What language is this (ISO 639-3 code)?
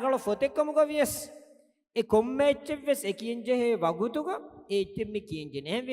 div